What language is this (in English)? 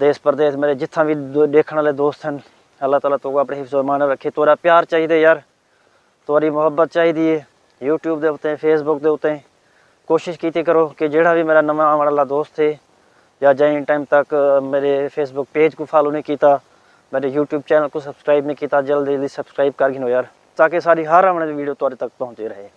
Saraiki